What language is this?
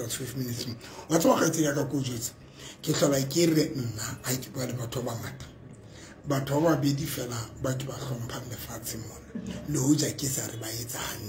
Tswana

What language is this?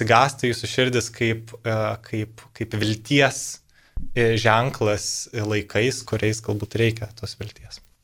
Lithuanian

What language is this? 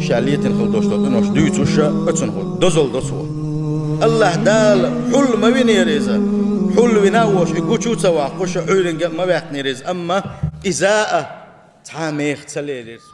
Chechen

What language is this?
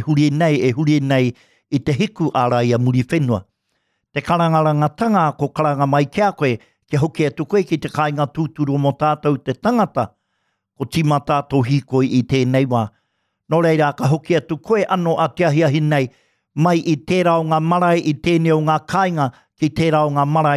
Māori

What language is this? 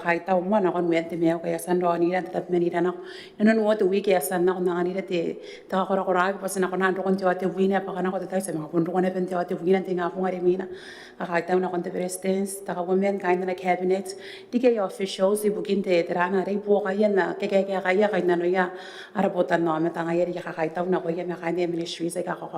Gilbertese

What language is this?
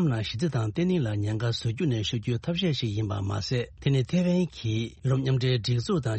Tibetan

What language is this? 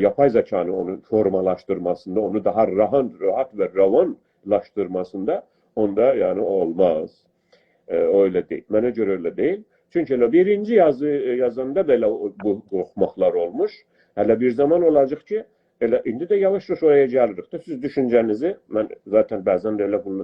South Azerbaijani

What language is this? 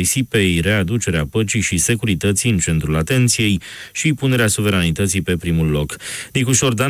Romanian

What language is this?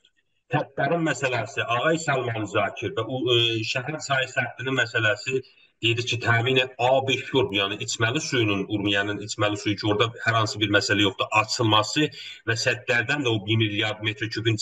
South Azerbaijani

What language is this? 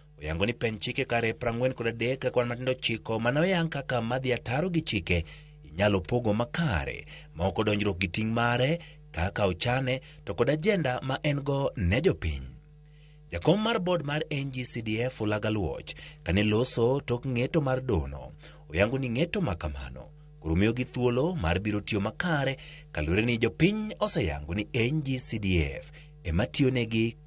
Luo (Kenya and Tanzania)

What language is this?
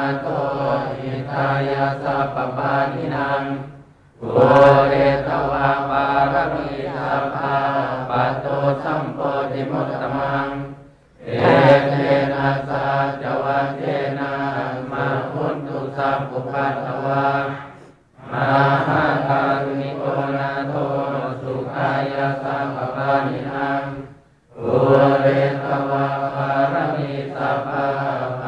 Pali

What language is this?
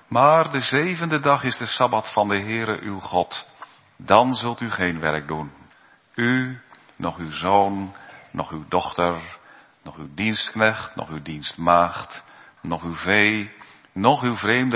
Dutch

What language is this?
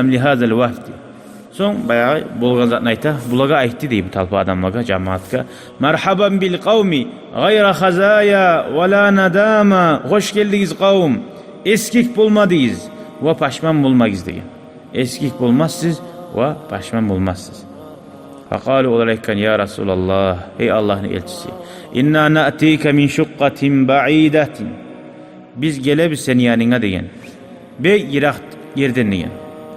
Kumyk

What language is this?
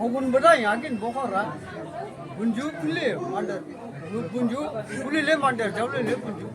Dimasa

